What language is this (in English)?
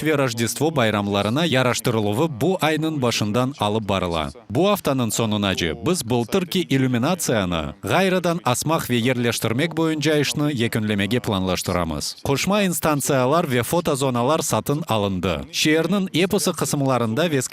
Crimean Tatar